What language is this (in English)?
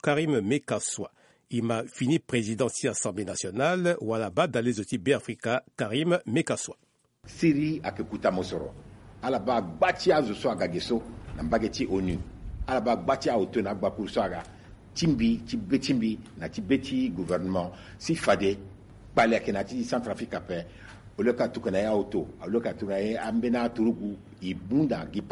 Sango